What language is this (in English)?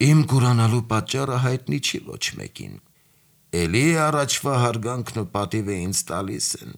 Armenian